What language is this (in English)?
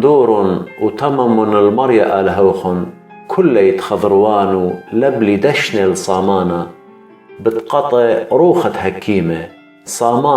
Assyrian Neo-Aramaic